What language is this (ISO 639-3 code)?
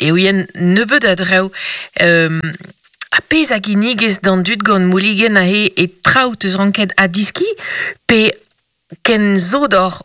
bre